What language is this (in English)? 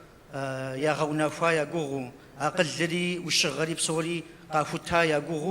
Kabardian